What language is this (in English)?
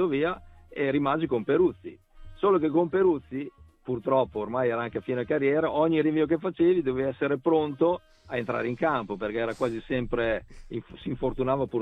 Italian